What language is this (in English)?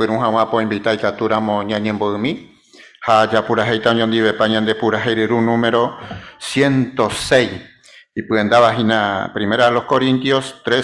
Guarani